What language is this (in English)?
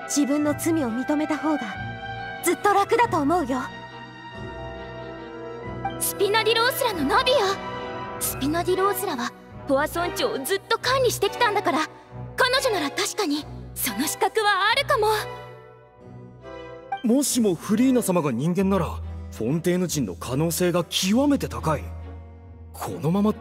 Japanese